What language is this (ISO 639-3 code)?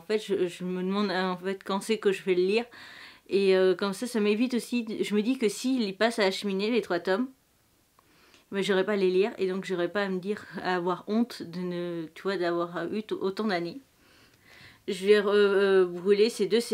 fra